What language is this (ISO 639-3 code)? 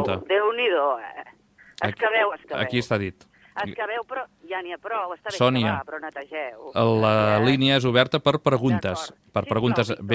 cat